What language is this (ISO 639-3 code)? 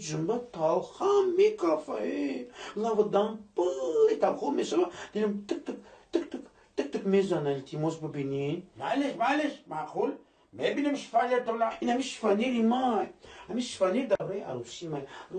tgk